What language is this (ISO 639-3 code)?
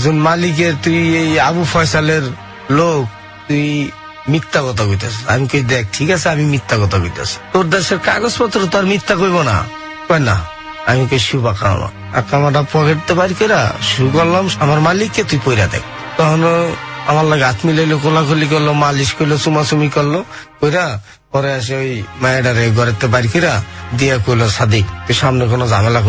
ben